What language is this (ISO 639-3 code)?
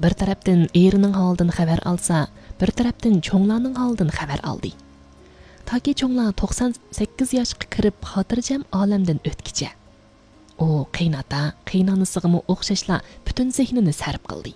uig